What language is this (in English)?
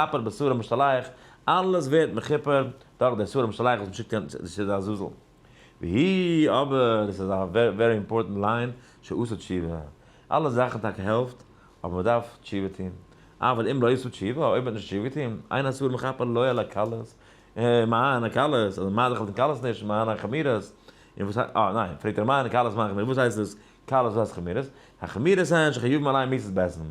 Yiddish